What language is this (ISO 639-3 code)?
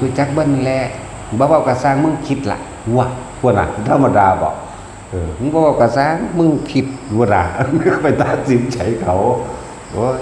tts